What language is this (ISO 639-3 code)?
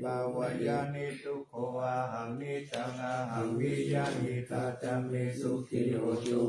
pli